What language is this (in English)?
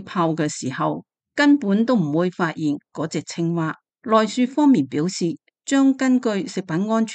Cantonese